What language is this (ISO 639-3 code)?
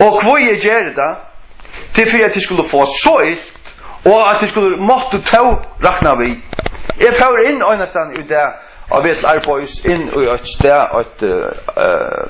fao